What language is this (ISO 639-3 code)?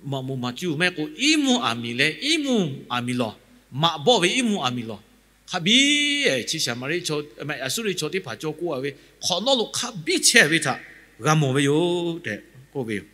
lhu